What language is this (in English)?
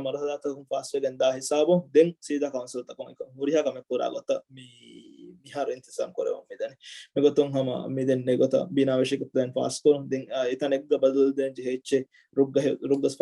Divehi